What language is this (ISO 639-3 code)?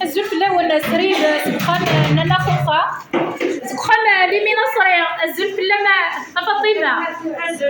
kab